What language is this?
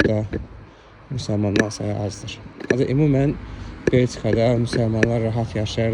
Azerbaijani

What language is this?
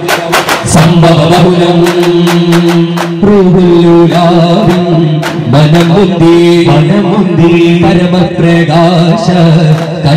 Malayalam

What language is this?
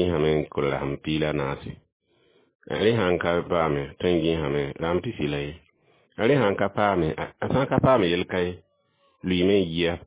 Mossi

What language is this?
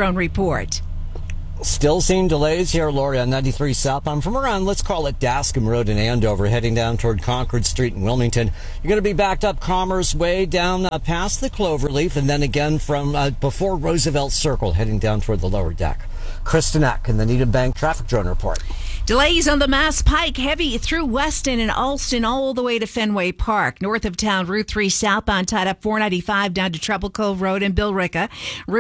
English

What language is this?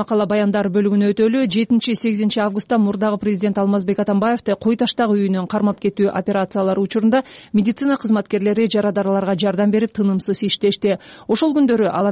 Kyrgyz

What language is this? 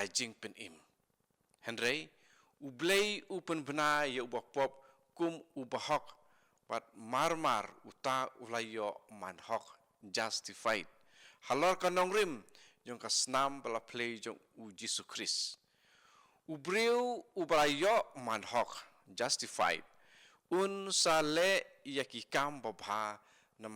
Khasi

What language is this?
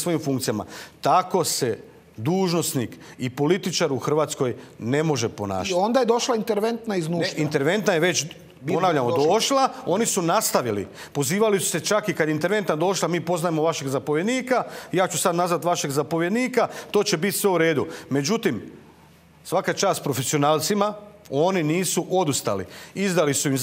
Croatian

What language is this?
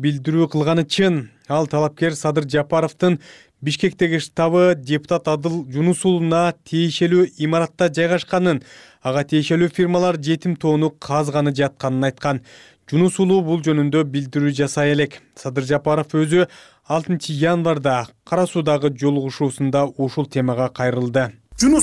Kyrgyz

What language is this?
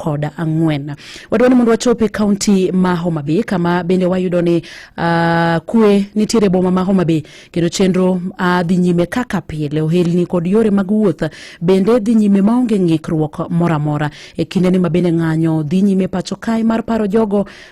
Luo (Kenya and Tanzania)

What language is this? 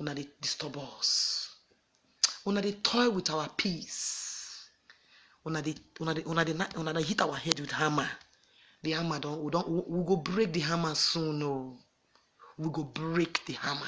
Nigerian Pidgin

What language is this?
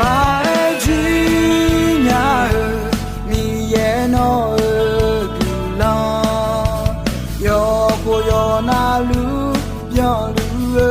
Akha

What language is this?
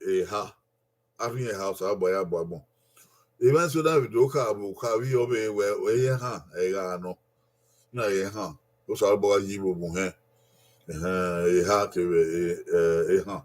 Bini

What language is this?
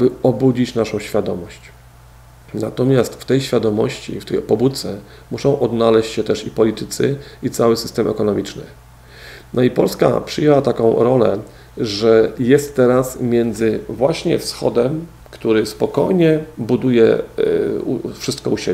Polish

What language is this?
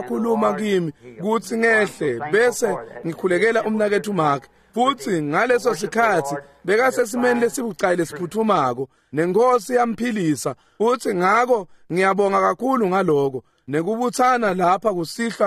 Swati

